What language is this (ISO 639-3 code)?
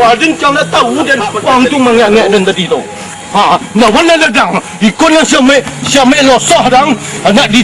min